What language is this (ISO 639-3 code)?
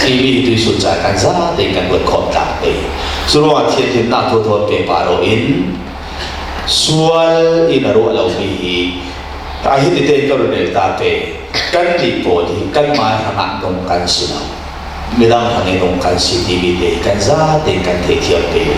cfm